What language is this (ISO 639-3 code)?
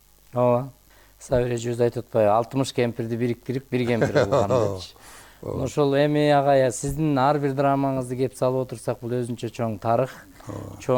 kir